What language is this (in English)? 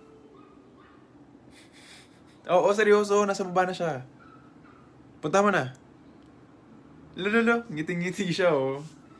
Filipino